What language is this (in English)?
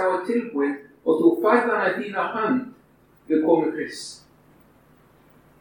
Icelandic